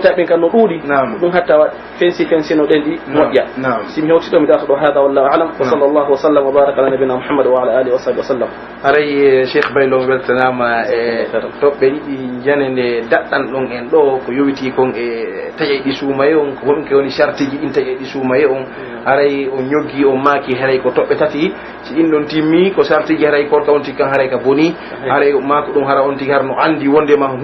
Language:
Pular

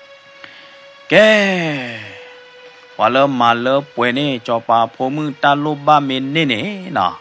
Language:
S'gaw Karen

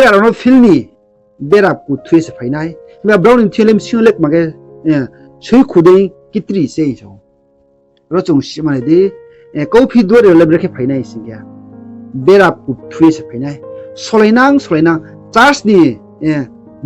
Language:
Riang (India)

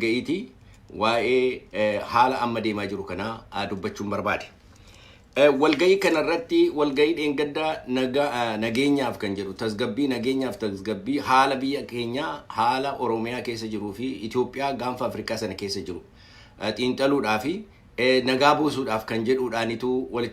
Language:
Oromo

